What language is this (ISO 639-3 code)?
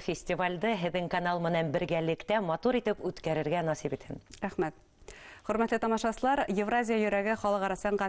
bak